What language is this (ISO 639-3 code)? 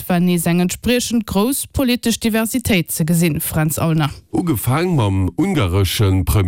ltz